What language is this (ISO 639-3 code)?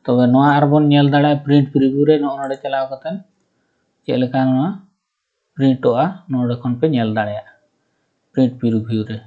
sat